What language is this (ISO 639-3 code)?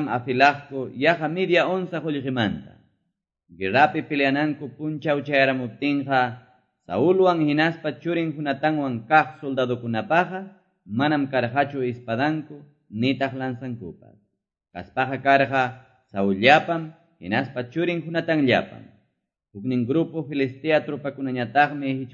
que